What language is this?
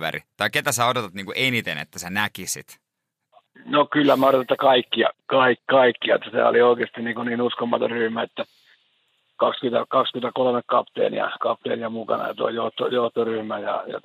Finnish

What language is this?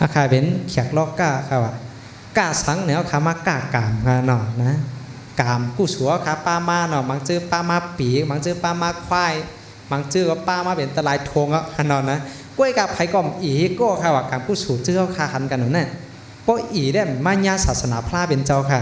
Shan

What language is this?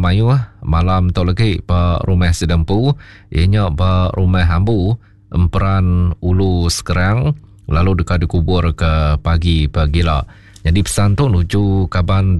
Iban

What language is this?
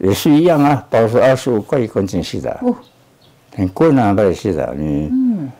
Taroko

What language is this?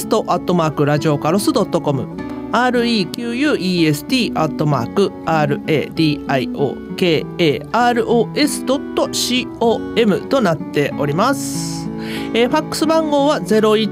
Japanese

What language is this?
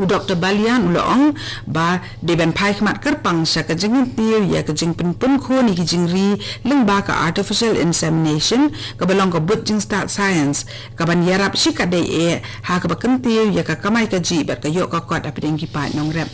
Khasi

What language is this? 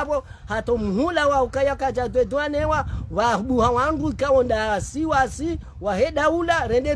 Ngazidja Comorian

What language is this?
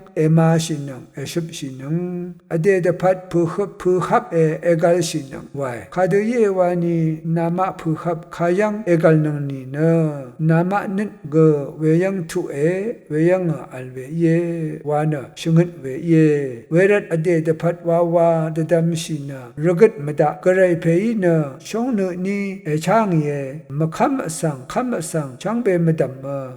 Rawang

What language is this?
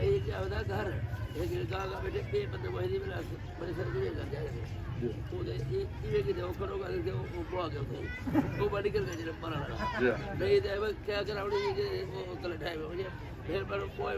Saraiki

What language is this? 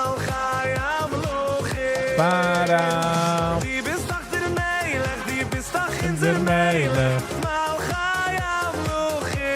Yiddish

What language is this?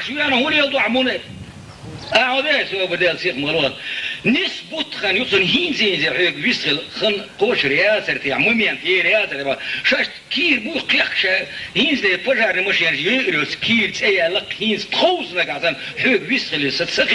Chechen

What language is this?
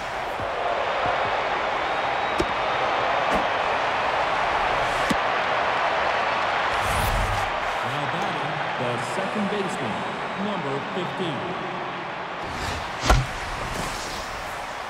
English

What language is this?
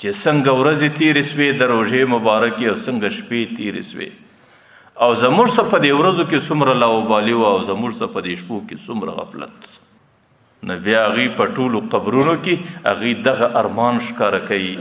Pashto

